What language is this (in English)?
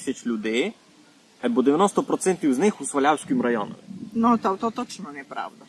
Rusyn